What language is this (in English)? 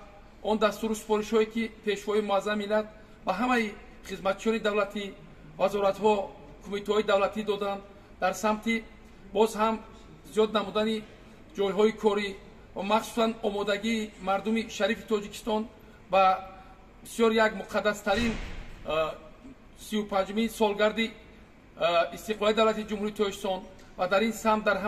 Tajik